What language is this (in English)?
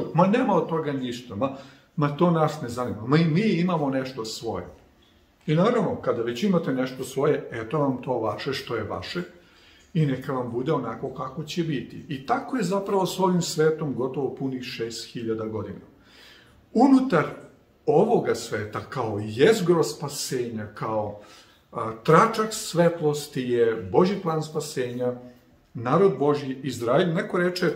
Serbian